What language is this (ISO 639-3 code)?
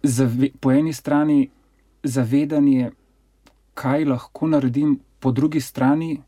slv